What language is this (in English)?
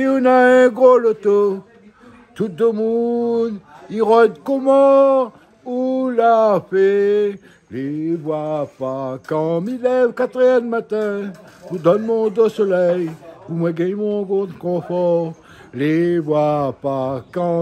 Réunion Creole French